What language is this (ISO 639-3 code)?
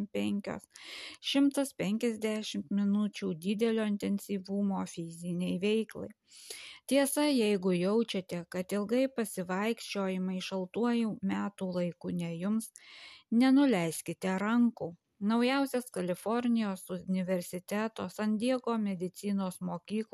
lit